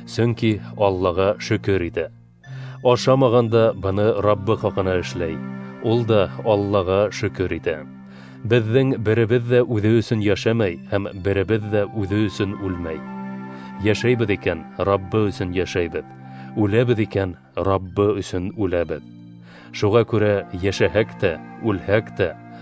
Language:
Bashkir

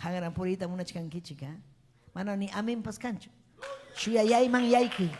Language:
Ayacucho Quechua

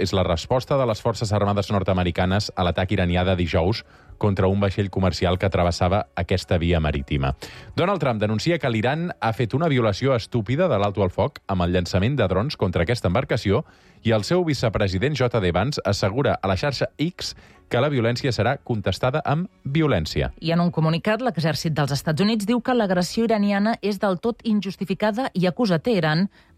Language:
Catalan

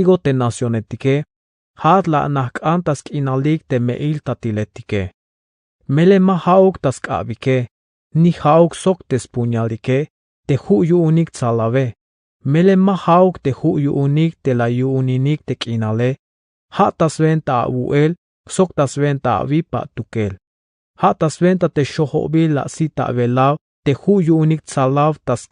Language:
Tzeltal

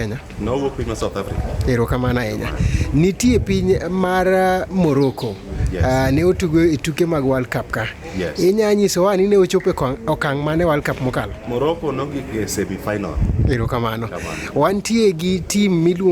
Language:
Luo (Kenya and Tanzania)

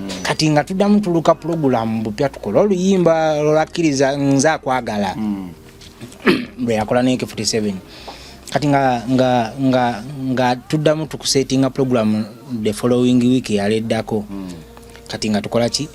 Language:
Ganda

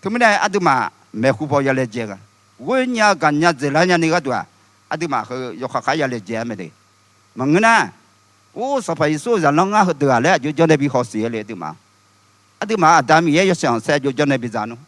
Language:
Akha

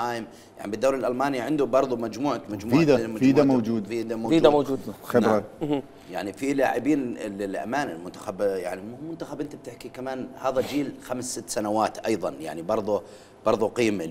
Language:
Mesopotamian Arabic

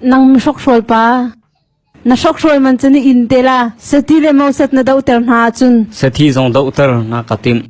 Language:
Hakha Chin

